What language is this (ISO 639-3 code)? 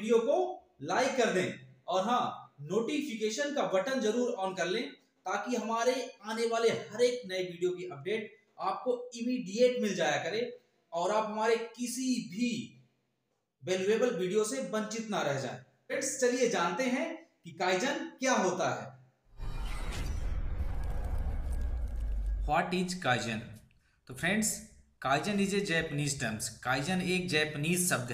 hin